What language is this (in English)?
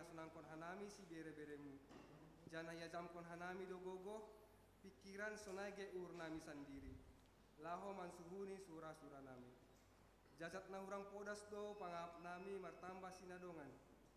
Batak Simalungun